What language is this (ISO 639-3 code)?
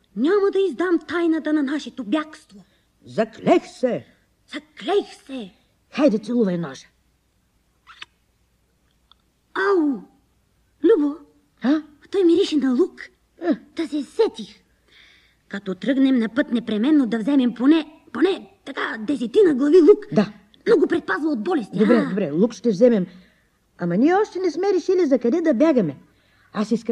bul